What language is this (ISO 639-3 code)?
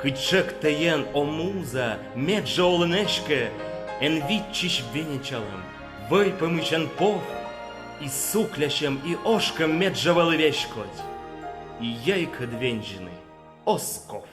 kom